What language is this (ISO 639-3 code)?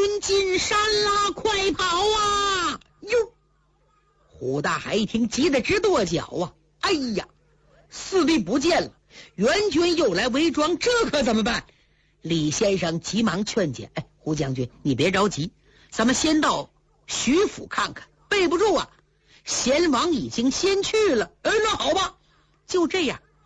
zho